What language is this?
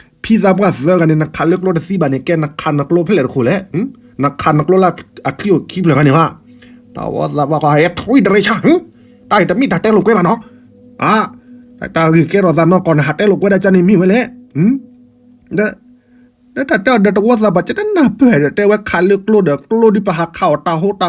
S'gaw Karen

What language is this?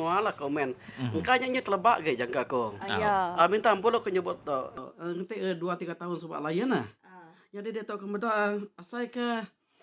Iban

